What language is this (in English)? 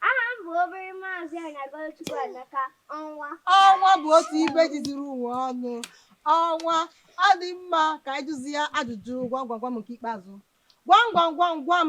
Igbo